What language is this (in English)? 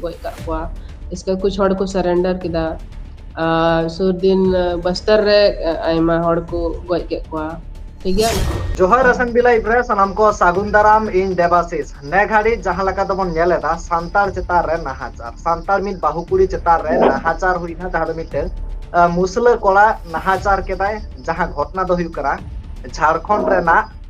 Santali